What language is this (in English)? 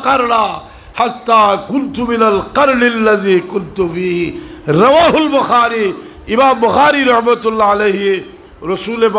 Sylheti